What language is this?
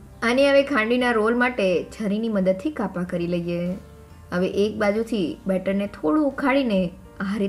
Gujarati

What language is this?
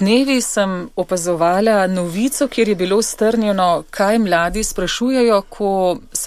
Slovenian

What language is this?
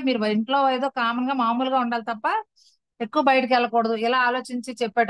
Telugu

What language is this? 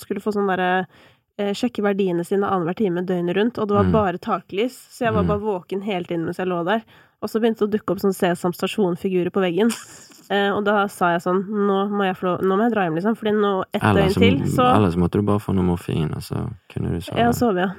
Norwegian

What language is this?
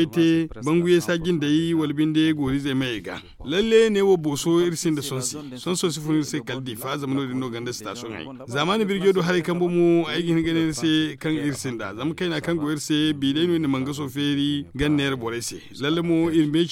Zarma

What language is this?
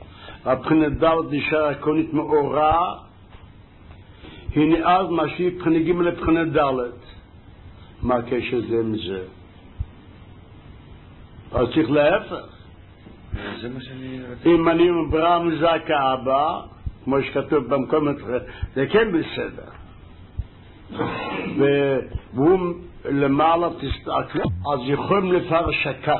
Hebrew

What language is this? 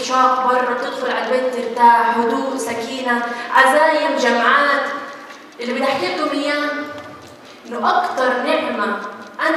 Egyptian Arabic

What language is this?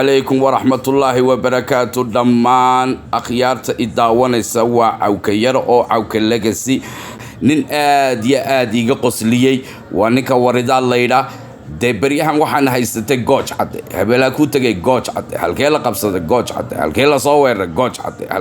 Somali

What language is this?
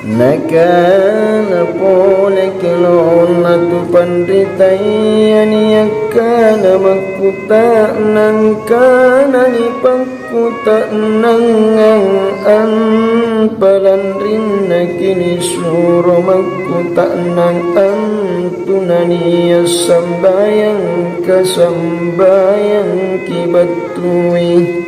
Makasar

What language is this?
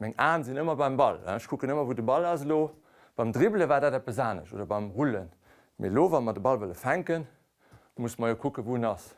Luxembourgish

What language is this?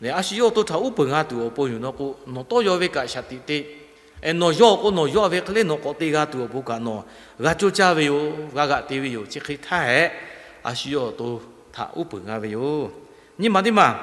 Lahu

